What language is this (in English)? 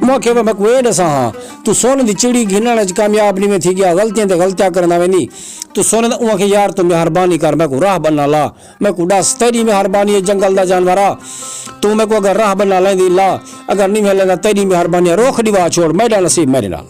Saraiki